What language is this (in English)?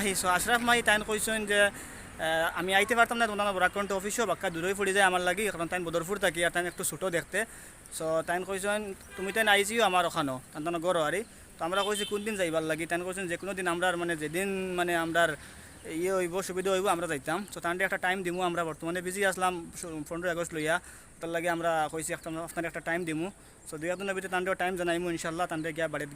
Sylheti